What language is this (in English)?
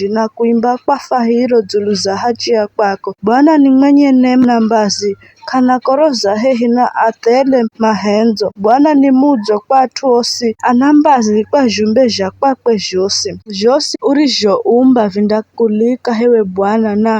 Giryama